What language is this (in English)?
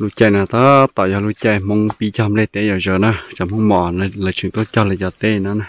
Hmong